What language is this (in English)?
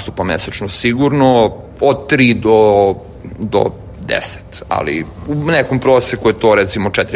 Serbian